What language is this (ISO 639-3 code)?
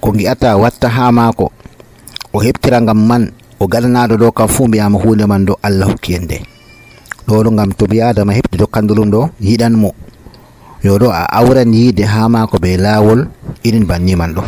fuv